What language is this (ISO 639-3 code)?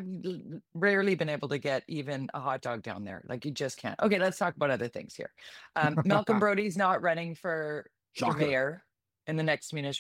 eng